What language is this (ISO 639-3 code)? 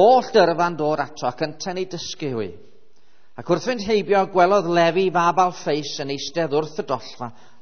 cym